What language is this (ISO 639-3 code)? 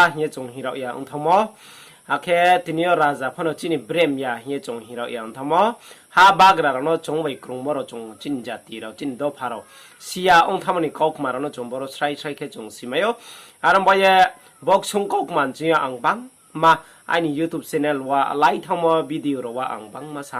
ria